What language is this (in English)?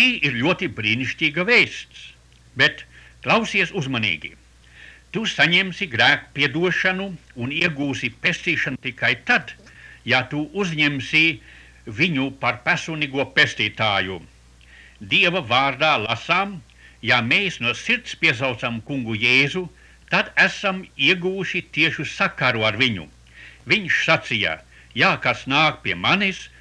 Latvian